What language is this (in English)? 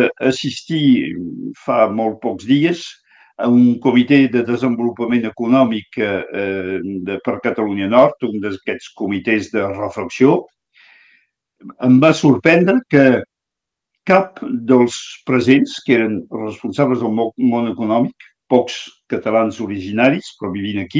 Catalan